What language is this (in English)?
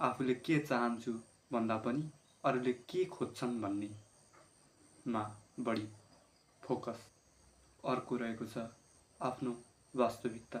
Nepali